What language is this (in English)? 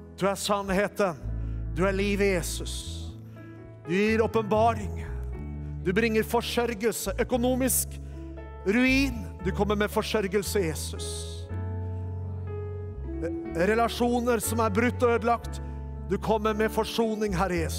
Norwegian